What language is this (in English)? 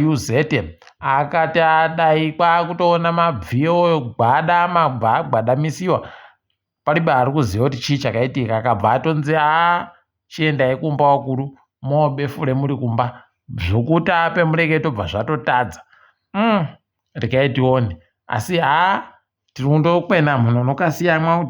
Ndau